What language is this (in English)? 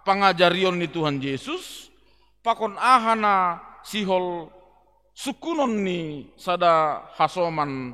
Batak Simalungun